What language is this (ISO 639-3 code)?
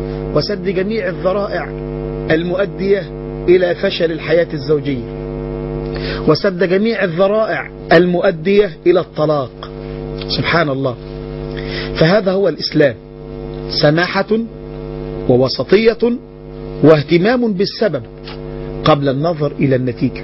ara